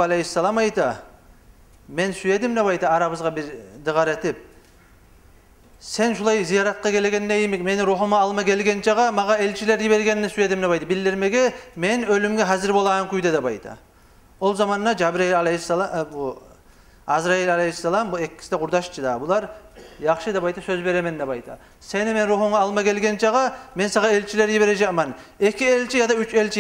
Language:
Kumyk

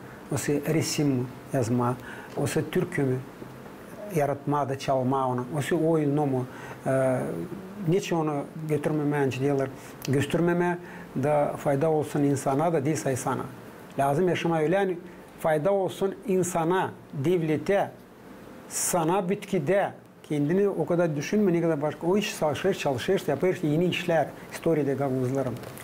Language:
Gagauz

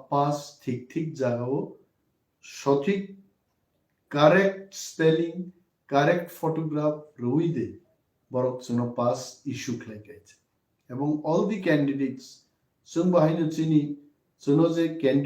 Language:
Kok Borok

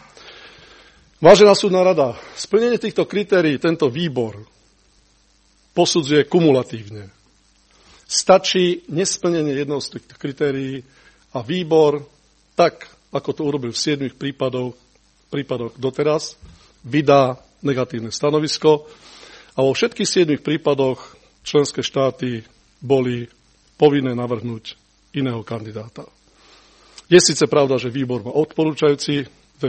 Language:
Slovak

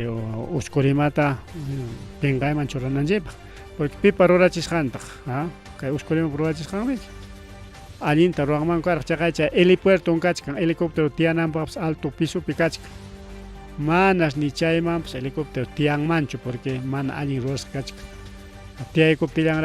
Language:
Ayacucho Quechua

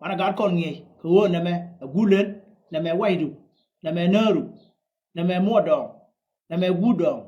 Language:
Nuer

